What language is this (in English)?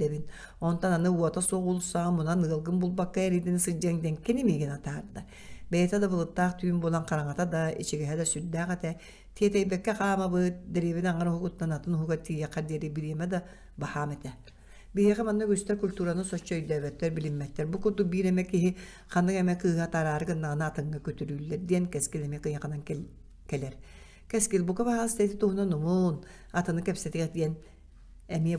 Yakut